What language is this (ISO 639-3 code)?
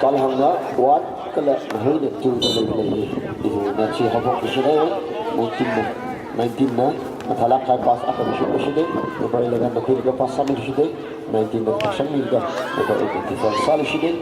nmf